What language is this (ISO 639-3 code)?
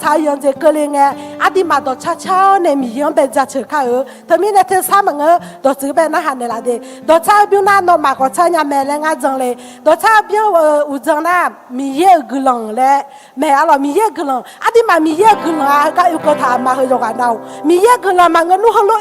ahk